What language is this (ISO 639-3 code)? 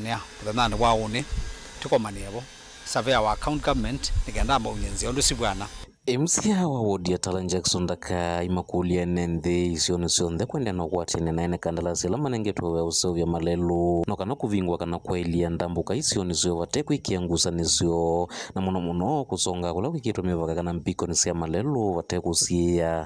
kam